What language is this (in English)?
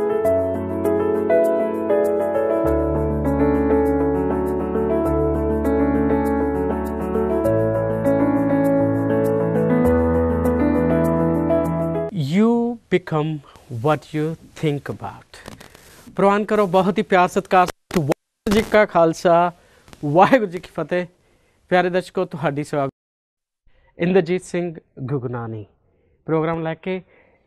Punjabi